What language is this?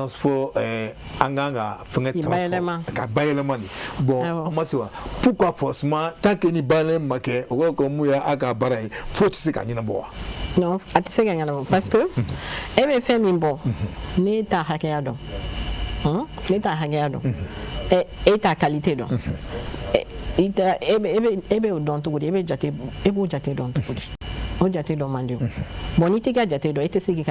Bambara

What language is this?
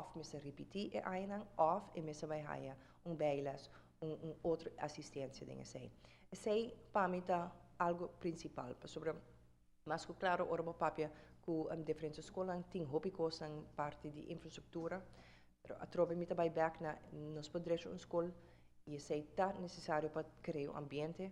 Papiamento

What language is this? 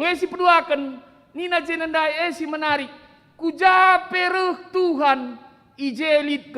Batak Karo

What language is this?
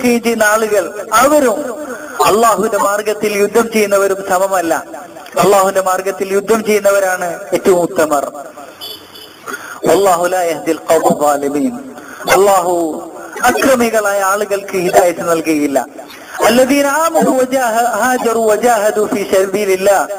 Malayalam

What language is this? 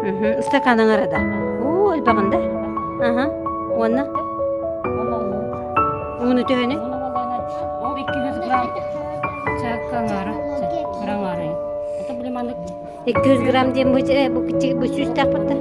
Yakut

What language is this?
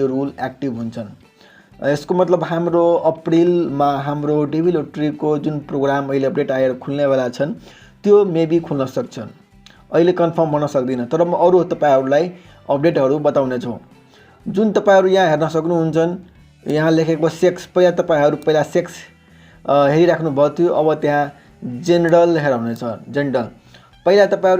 Nepali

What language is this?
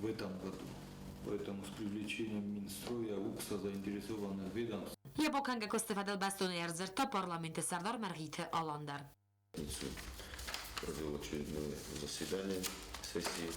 Ossetic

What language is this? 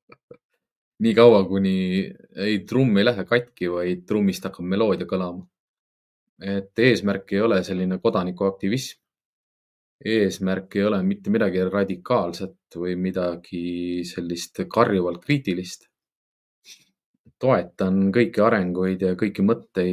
Estonian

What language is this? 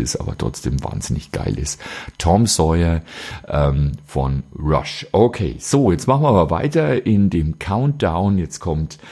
German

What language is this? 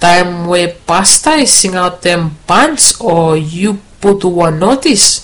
Bislama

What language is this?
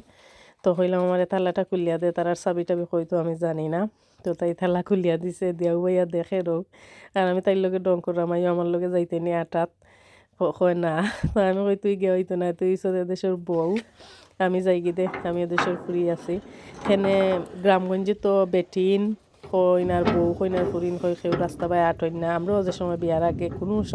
Sylheti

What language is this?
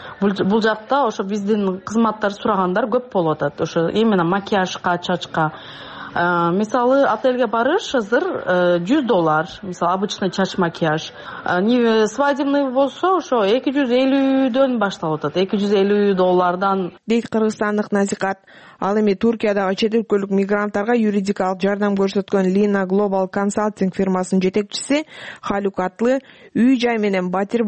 Kyrgyz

